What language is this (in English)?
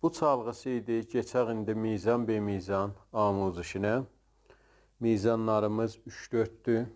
South Azerbaijani